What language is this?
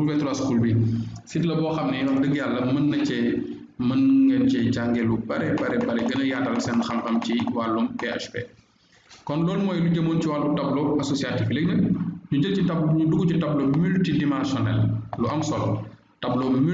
Wolof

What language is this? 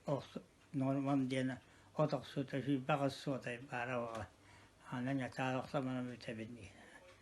Yakut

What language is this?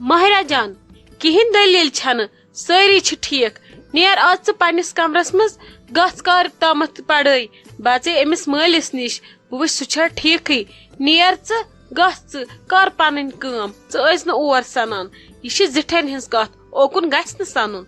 Kashmiri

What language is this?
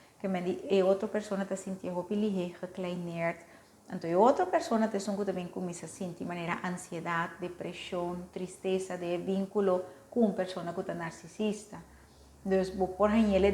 Papiamento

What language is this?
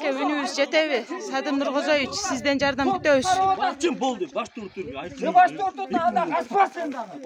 Kyrgyz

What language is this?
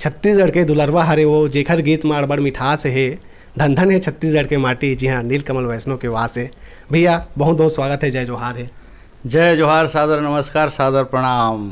Chhattisgarhi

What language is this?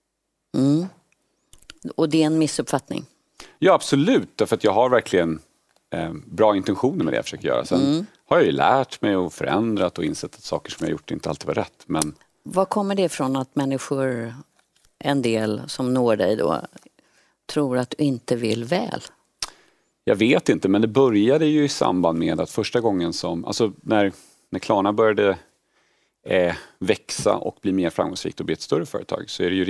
Swedish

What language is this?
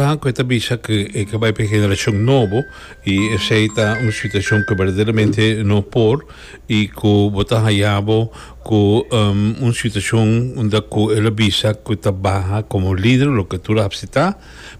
Papiamento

